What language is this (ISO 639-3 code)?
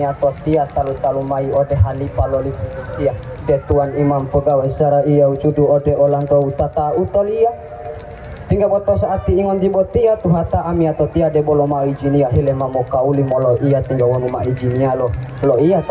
gor